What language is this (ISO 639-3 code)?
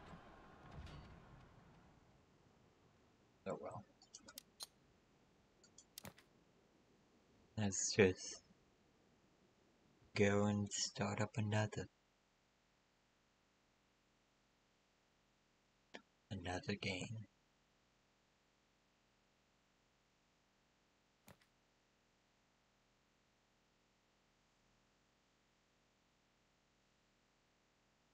eng